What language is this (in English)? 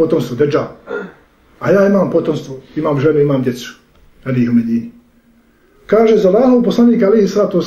Bosnian